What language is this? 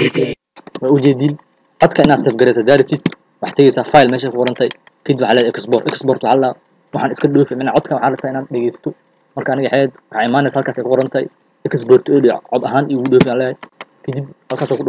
Somali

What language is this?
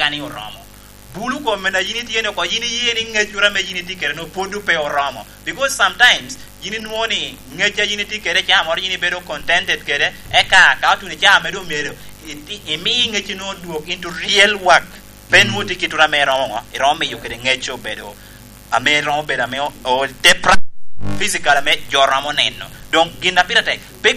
Lango (Uganda)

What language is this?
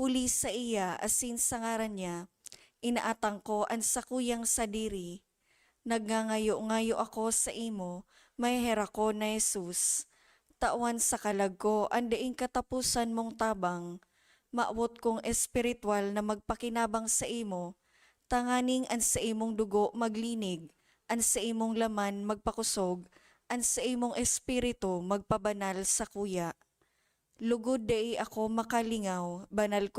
Bikol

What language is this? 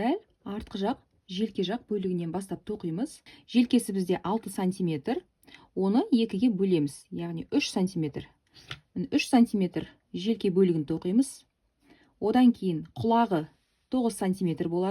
Kazakh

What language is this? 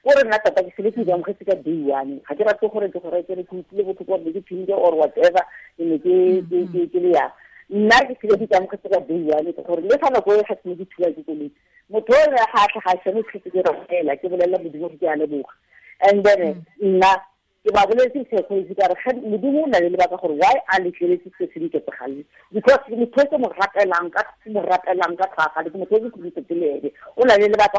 Tswana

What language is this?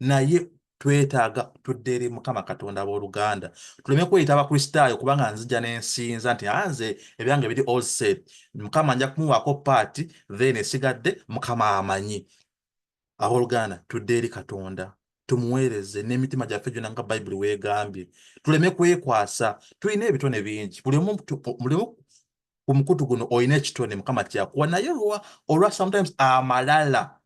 Ganda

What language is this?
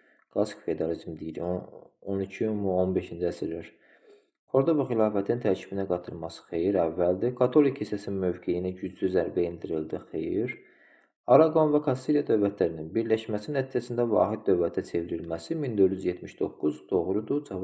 Azerbaijani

